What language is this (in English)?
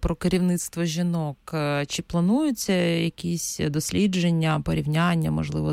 Ukrainian